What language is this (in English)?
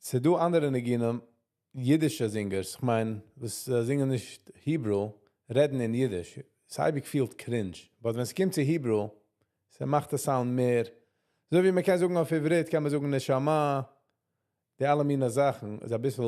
Yiddish